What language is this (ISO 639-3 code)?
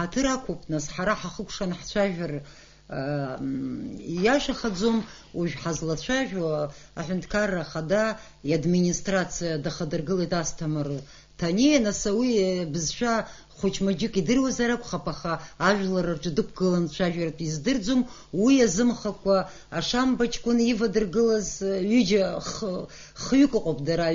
abk